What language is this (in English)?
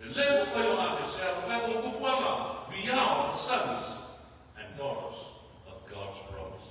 Samoan